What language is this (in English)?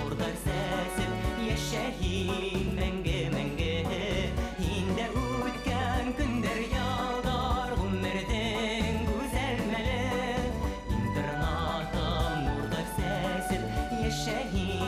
Bashkir